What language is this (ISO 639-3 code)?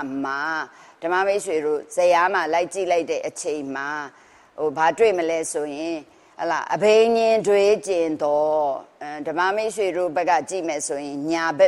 mya